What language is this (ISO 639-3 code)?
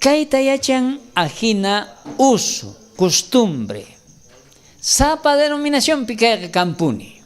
quh